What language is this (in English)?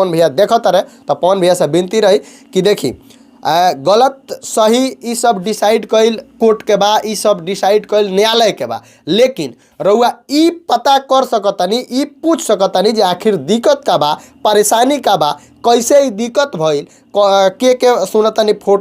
Bhojpuri